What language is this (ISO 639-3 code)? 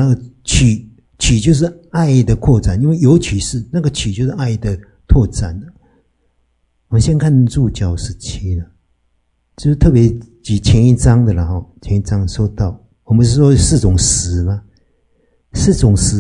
zho